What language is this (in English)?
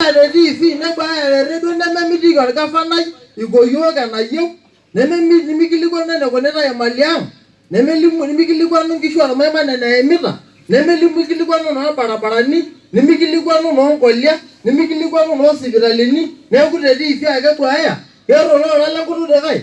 Masai